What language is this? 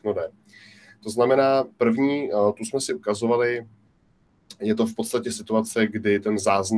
Czech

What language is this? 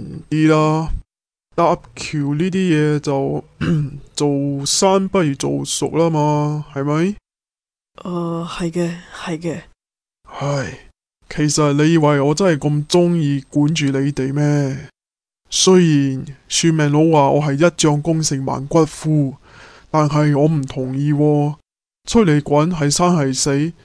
Cantonese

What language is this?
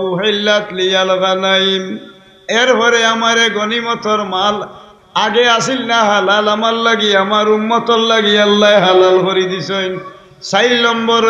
Sylheti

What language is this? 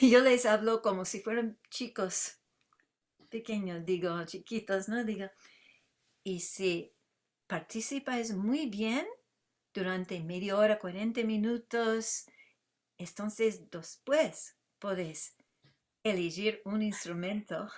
Ladino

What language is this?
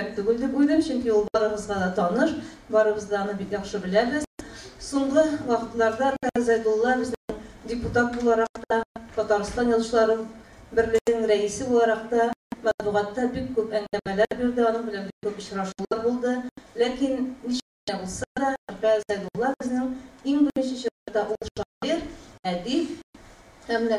Tatar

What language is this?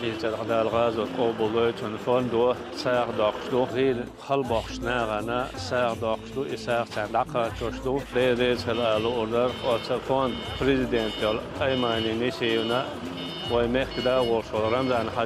Chechen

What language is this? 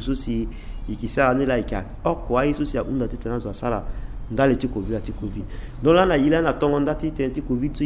Sango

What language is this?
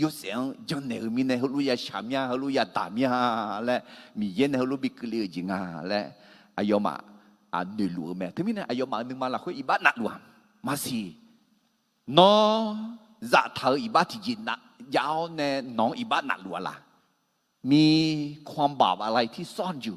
Akha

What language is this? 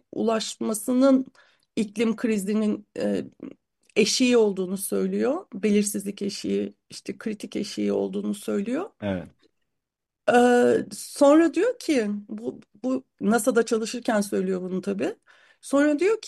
Turkish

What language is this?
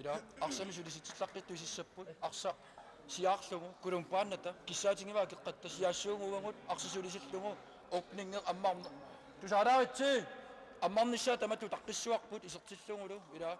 Kalaallisut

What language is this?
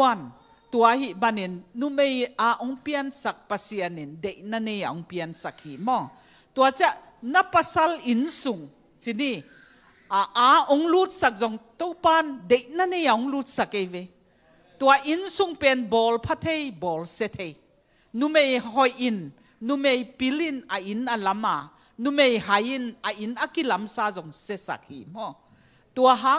Tedim Chin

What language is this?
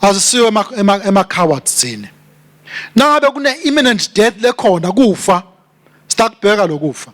Swati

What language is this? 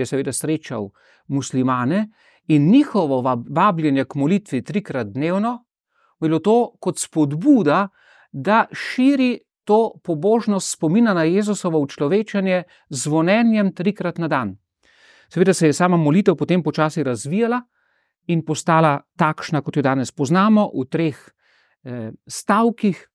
Slovenian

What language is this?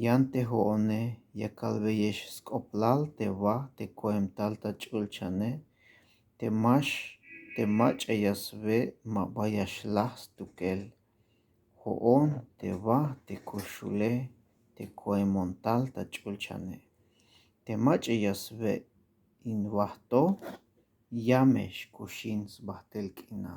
Tzeltal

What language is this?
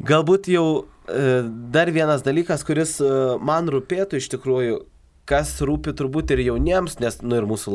Lithuanian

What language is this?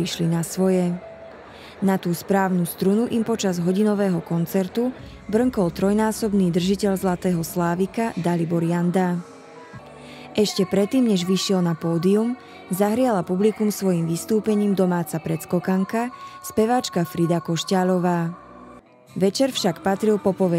Slovak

